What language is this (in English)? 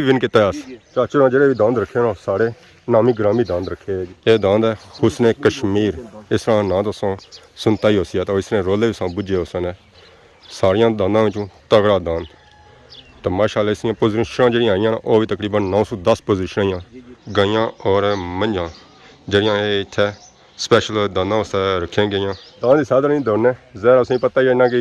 Pahari-Potwari